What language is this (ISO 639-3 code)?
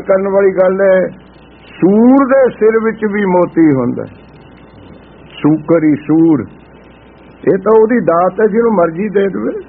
pan